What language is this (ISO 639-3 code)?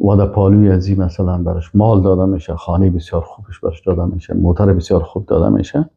fas